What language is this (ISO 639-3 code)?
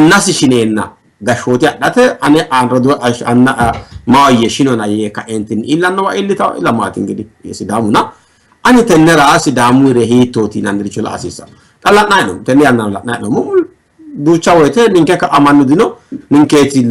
sid